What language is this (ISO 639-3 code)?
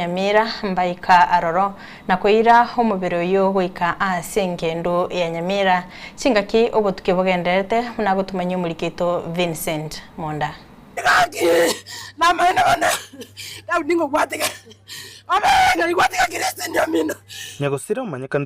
guz